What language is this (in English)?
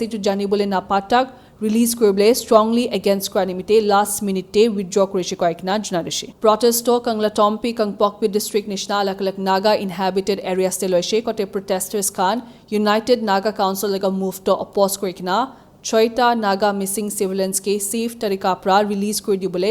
Naga Pidgin